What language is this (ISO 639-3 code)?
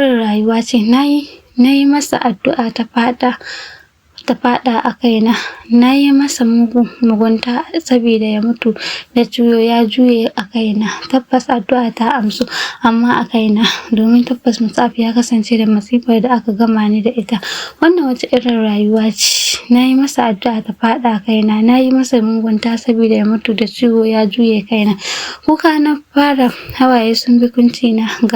hau